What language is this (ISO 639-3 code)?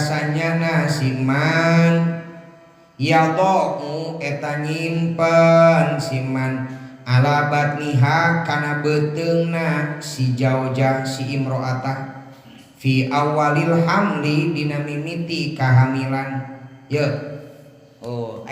sun